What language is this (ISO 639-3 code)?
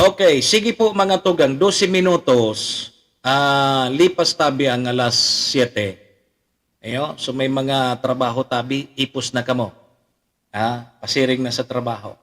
bik